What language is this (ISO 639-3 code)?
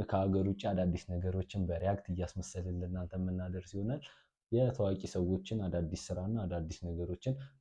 amh